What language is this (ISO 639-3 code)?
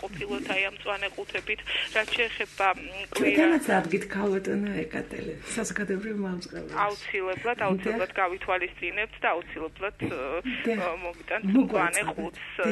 kat